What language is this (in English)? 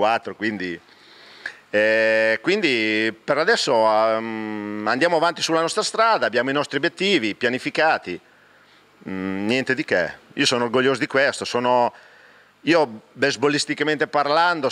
Italian